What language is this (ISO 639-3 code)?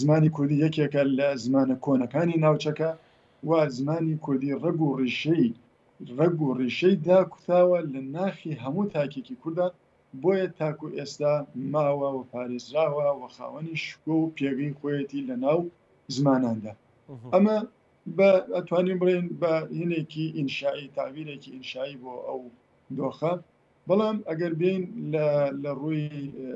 ckb